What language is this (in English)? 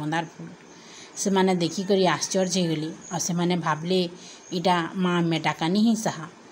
Odia